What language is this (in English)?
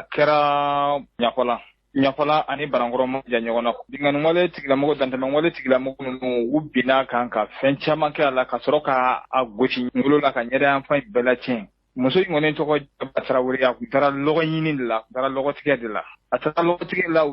Bambara